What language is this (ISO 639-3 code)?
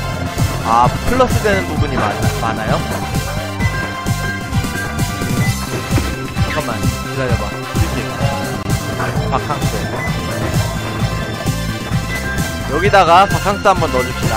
kor